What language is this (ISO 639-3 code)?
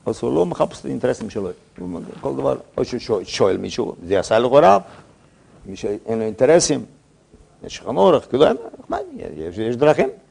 heb